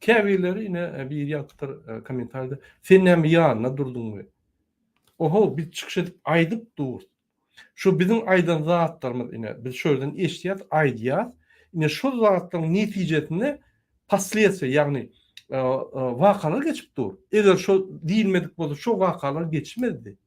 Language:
Turkmen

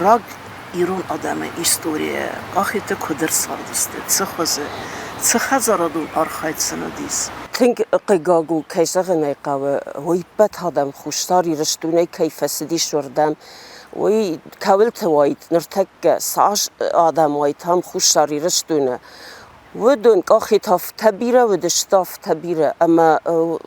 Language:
Ossetic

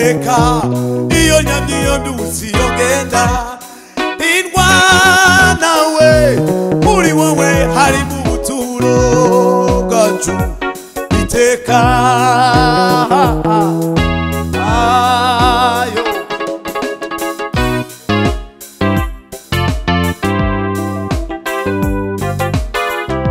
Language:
Kinyarwanda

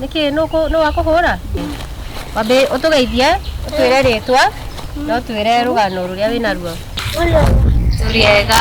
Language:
Kikuyu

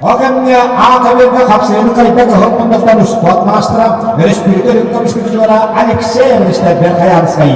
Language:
Yakut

